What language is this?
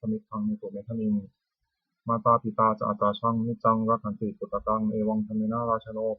Pali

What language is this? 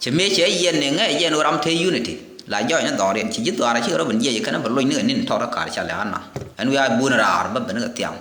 Nuer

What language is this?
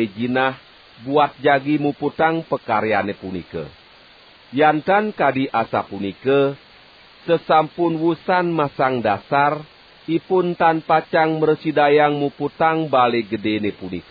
Balinese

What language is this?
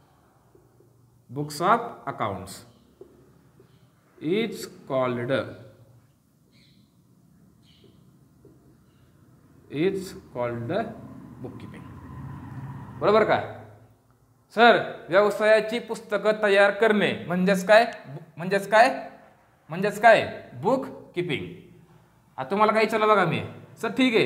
Marathi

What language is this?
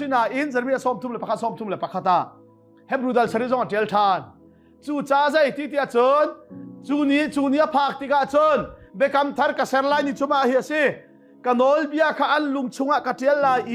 Hakha Chin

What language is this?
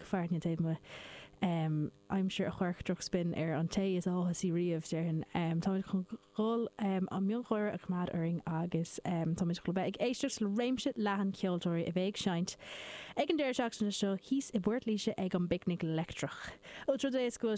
Irish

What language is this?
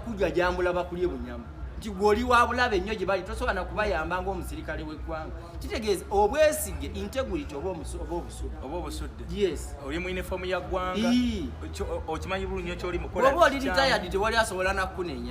Ganda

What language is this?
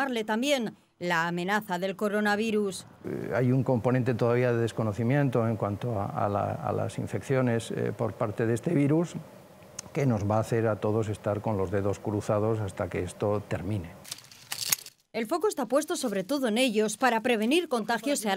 Spanish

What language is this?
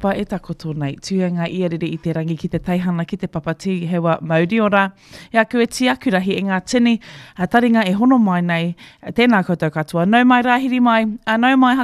Māori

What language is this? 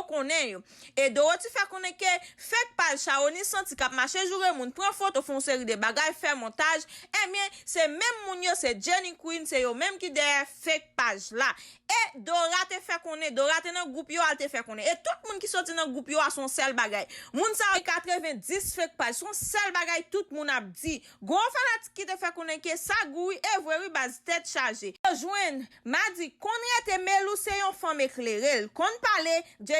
Haitian Creole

